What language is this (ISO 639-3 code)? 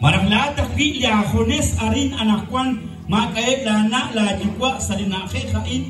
kek